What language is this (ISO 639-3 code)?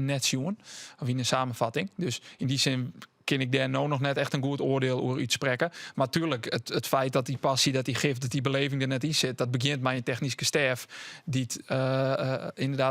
fry